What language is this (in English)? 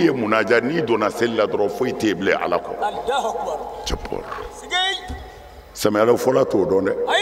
Bambara